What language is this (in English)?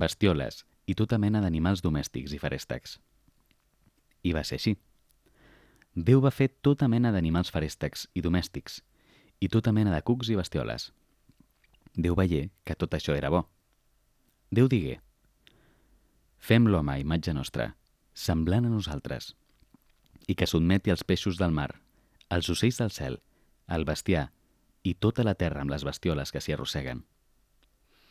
Catalan